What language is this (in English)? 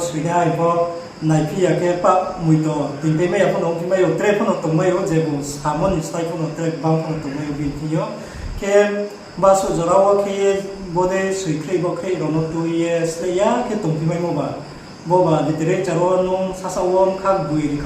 Riang (India)